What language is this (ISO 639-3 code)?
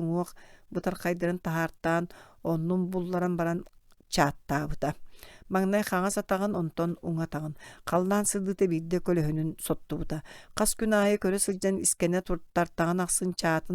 sah